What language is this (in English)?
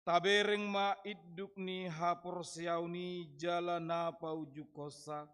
Batak Toba